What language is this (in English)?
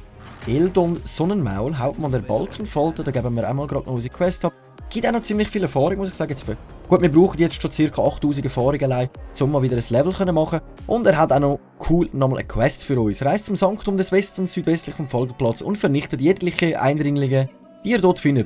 Swiss German